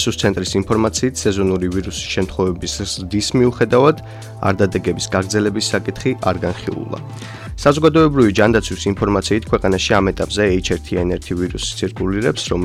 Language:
Georgian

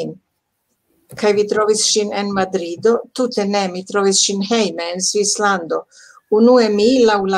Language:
Esperanto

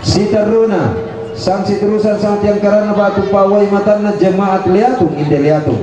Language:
Toraja-Sa'dan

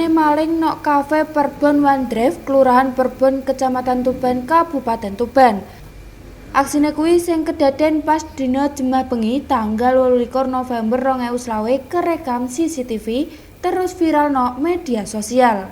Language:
Javanese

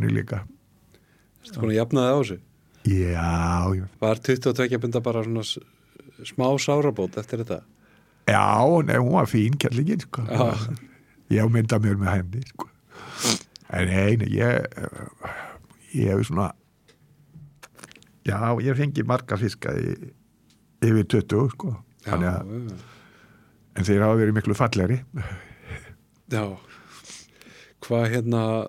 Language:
Icelandic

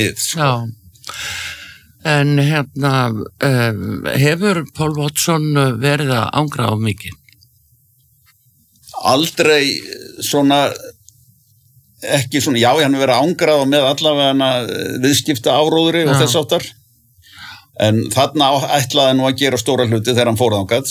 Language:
Icelandic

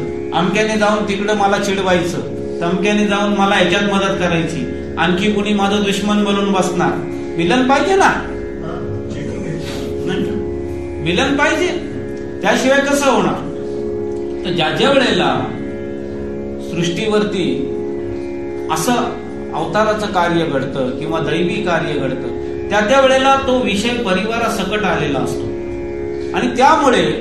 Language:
Marathi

